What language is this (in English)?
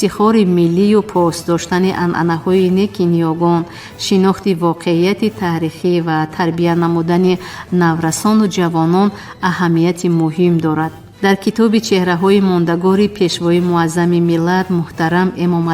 Tajik